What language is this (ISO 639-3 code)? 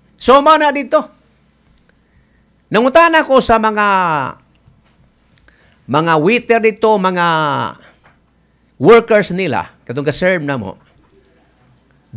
ceb